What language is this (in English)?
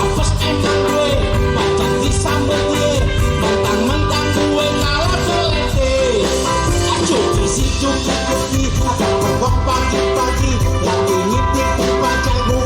Betawi